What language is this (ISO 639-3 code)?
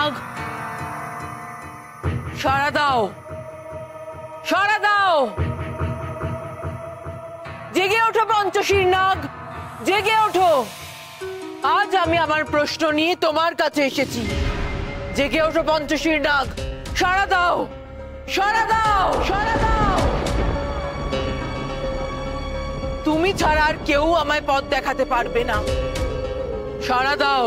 ben